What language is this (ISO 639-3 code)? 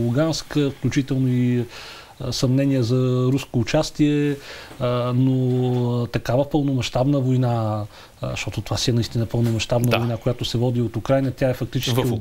bul